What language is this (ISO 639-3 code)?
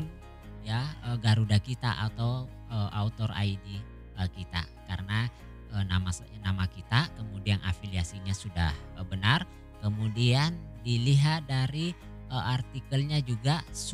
ind